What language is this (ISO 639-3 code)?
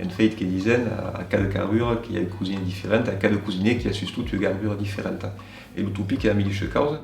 oci